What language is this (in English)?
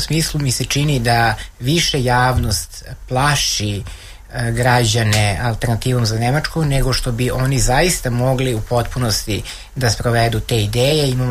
Serbian